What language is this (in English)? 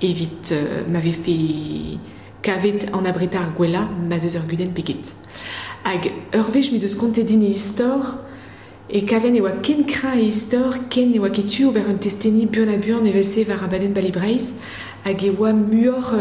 Breton